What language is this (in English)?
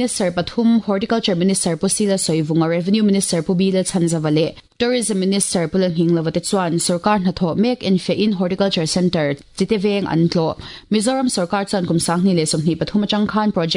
Mizo